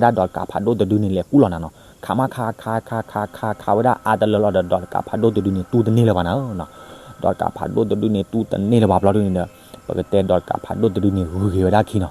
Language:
S'gaw Karen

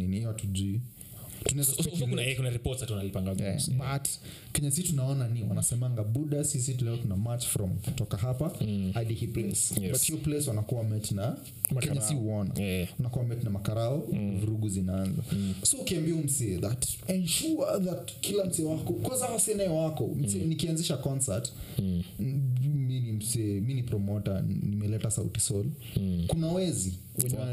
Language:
Swahili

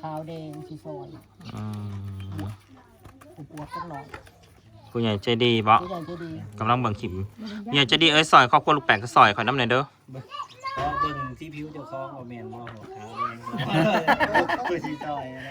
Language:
Northeastern Thai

